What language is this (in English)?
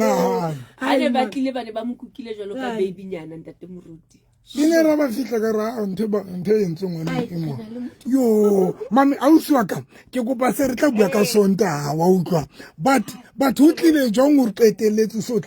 Southern Sotho